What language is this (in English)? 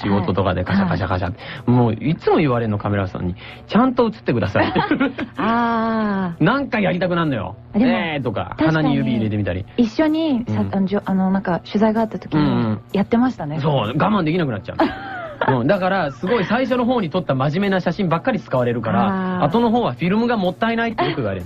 Japanese